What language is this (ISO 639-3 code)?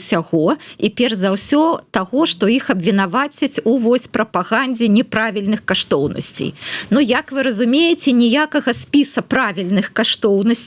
bel